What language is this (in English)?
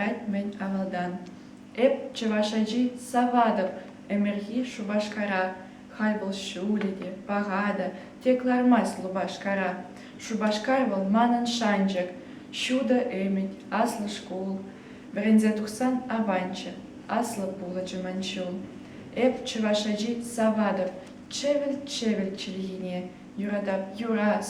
Chuvash